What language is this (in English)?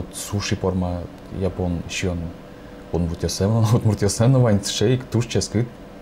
Udmurt